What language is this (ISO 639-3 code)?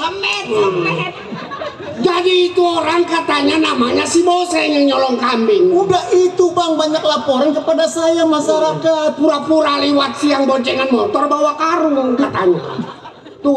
bew